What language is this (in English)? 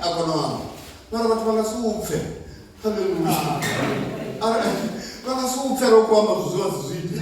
Venda